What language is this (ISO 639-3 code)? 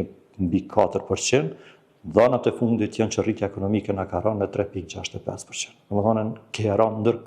sqi